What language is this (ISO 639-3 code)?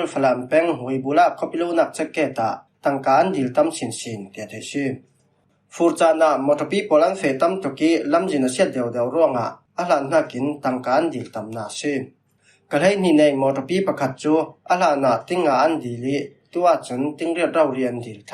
cfm